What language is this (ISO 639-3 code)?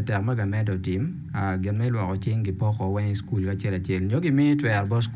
ach